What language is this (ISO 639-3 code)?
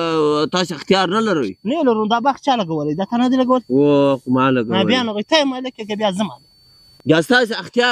pus